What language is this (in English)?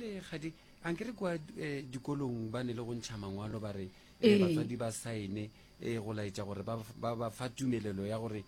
Northern Sotho